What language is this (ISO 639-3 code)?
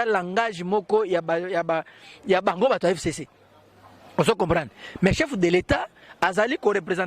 lin